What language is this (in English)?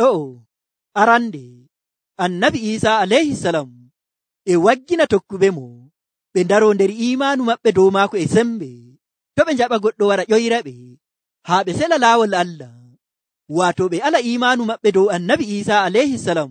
Nigerian Fulfulde